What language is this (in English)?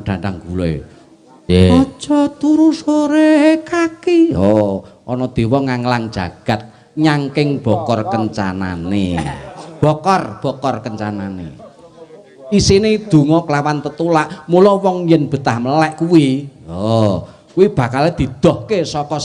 Javanese